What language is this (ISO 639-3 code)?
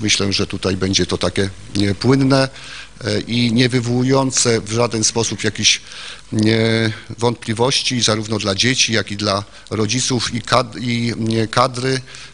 pol